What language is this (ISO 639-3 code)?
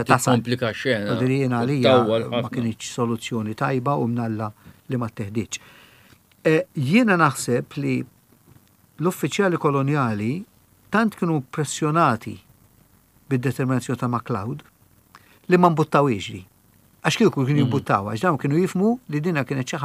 mlt